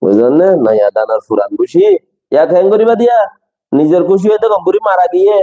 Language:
Rohingya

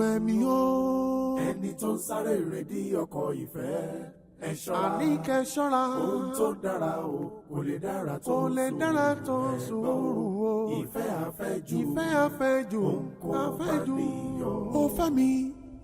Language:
Yoruba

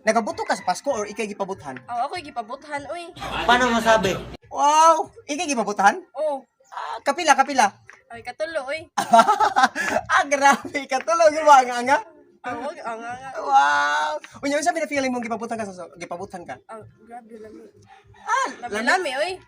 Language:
Cebuano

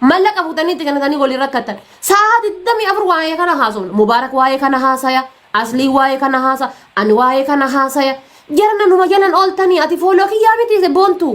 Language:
Oromo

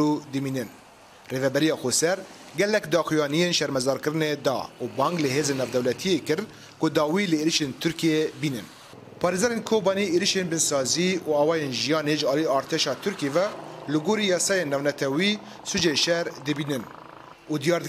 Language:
Kurdish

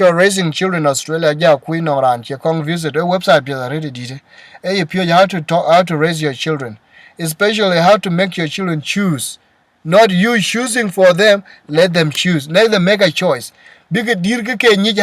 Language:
Dinka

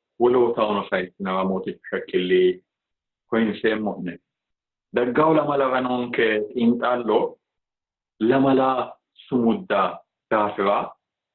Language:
Sidamo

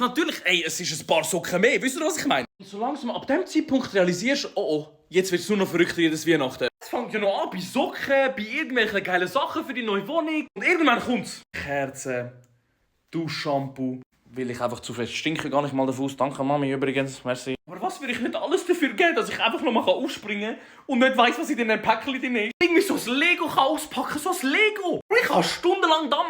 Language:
Swiss German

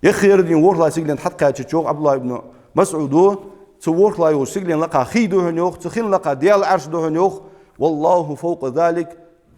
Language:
Ingush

